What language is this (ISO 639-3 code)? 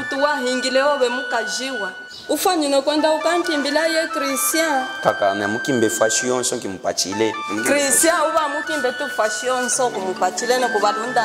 lub